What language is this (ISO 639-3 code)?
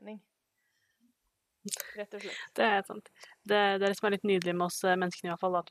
nor